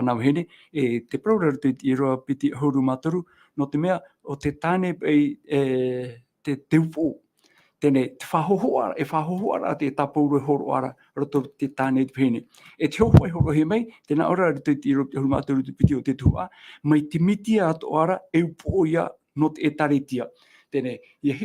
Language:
Tahitian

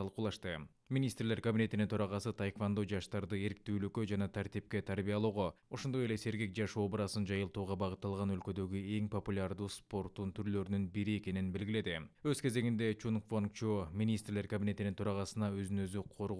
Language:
Kyrgyz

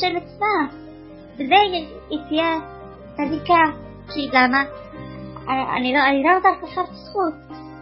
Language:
Hebrew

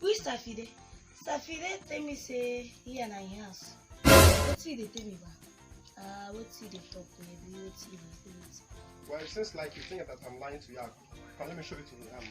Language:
Nigerian Pidgin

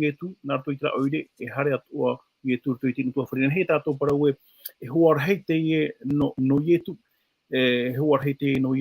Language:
Tahitian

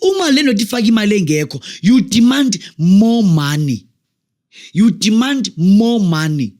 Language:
Zulu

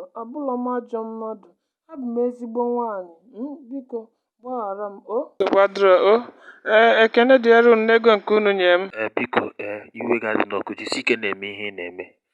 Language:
Igbo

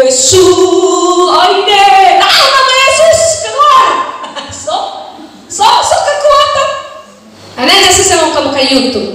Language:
Nias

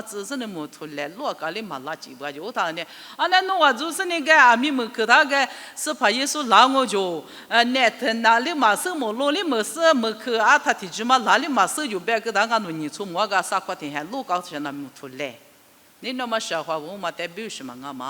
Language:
Lisu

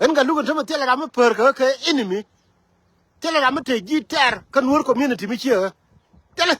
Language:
Nuer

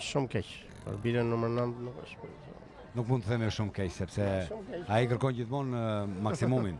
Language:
Albanian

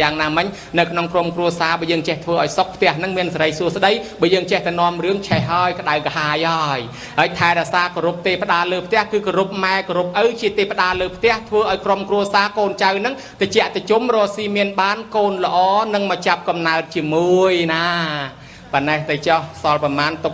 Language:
Khmer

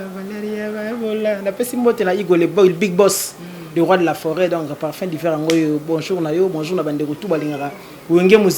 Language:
Lingala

